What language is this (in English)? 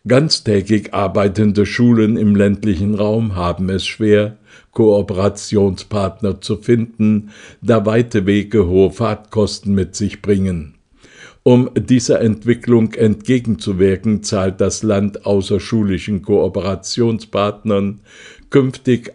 German